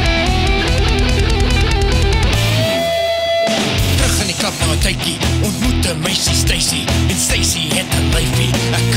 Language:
Afrikaans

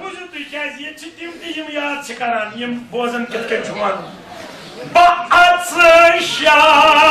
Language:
Kashmiri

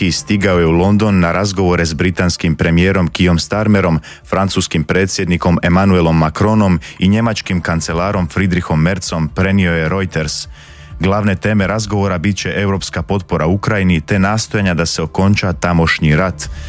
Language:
Croatian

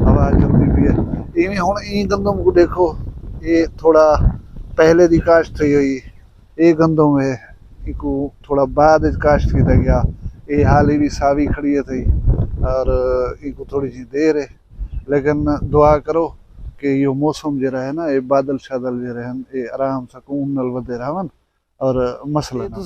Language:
Saraiki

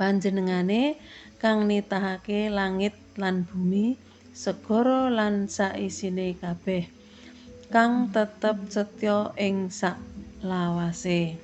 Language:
Javanese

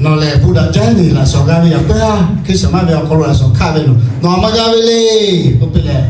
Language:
Lahu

